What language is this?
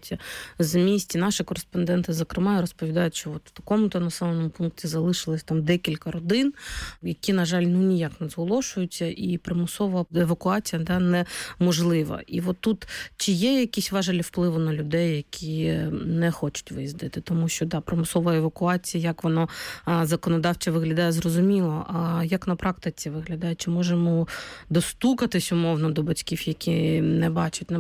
Ukrainian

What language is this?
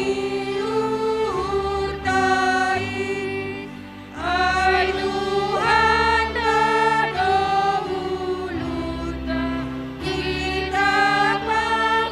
Batak Simalungun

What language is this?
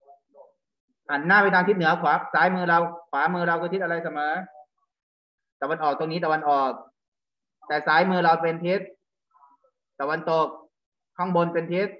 Thai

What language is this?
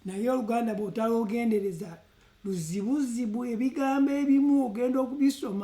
Ganda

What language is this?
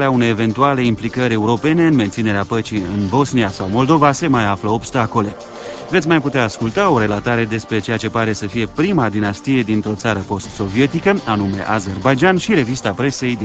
Romanian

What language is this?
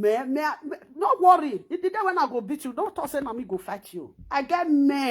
Nigerian Pidgin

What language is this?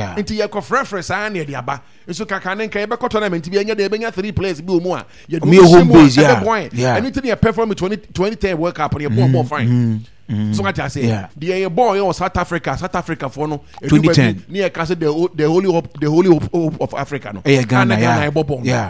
Akan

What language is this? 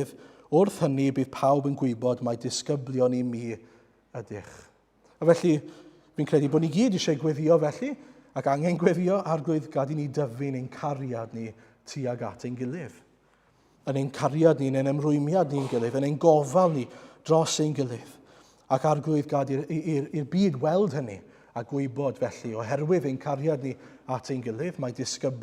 Welsh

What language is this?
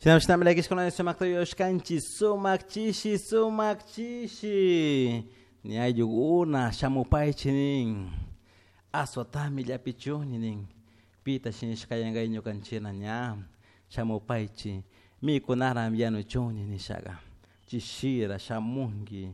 Chimborazo Highland Quichua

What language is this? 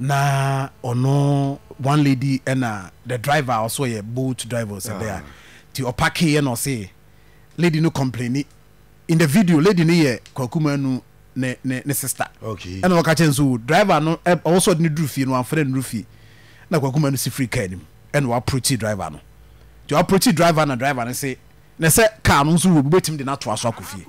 Akan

